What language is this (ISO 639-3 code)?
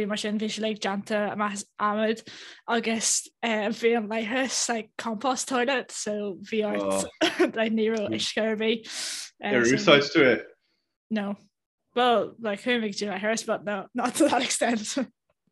gle